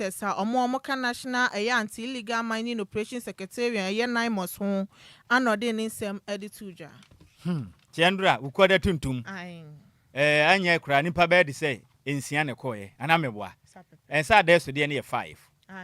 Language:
Akan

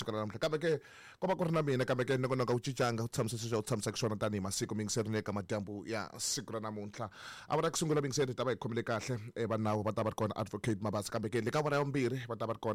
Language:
Tsonga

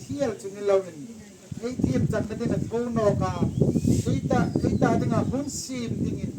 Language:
Hmar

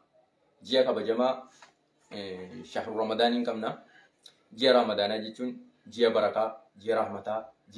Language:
Oromo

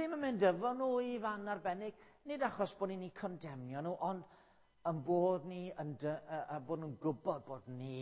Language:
Welsh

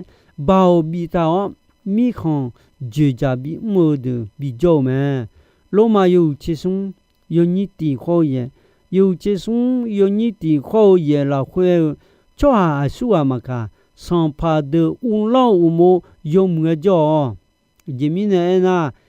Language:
Akha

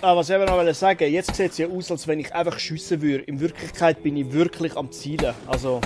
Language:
Swiss German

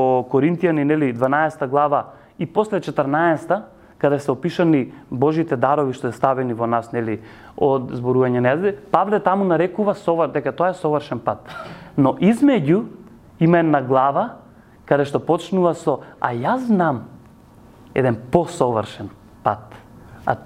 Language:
Macedonian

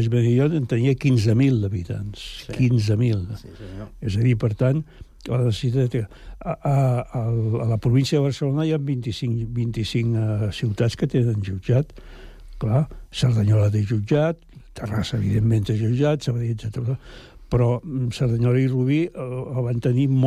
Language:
Catalan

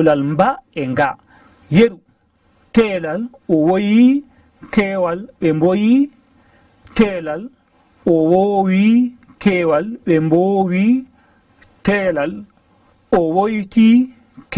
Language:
Fula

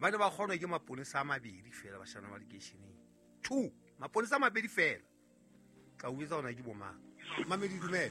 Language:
Southern Sotho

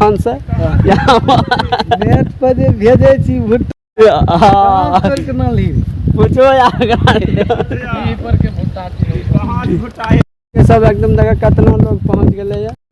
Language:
Maithili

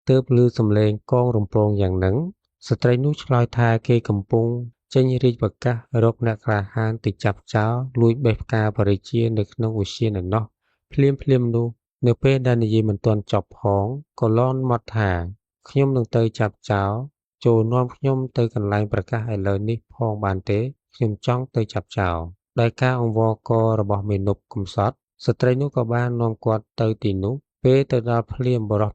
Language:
Khmer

